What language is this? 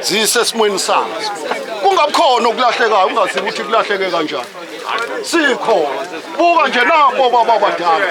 Zulu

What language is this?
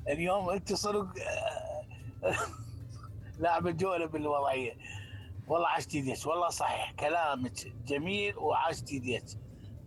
Mesopotamian Arabic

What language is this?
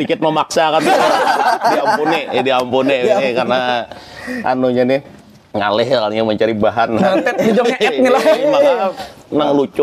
Banjar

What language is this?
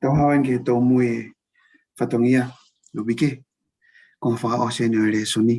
Tongan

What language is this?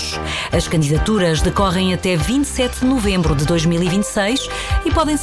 Portuguese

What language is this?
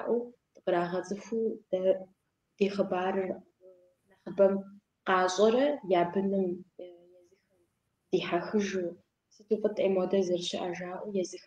Kabardian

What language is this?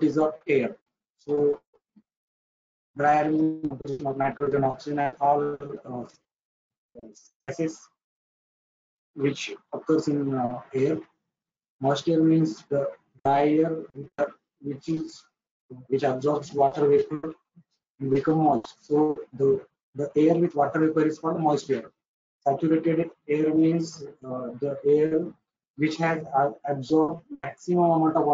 English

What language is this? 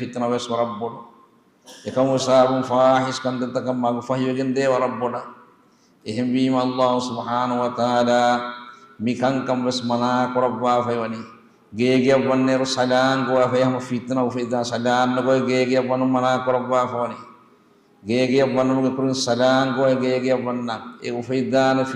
Divehi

